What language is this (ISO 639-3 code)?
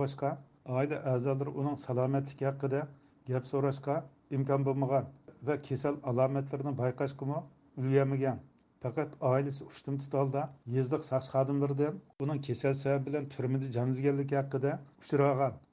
uig